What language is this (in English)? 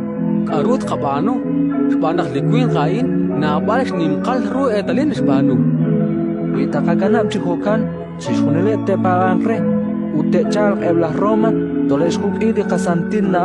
Kekchí